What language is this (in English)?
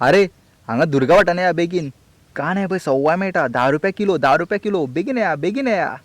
Konkani